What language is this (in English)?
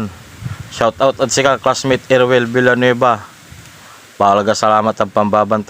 Pangasinan